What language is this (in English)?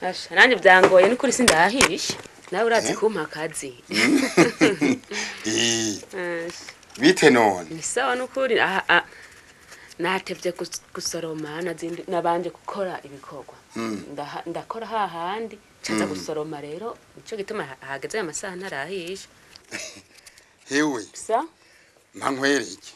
Rundi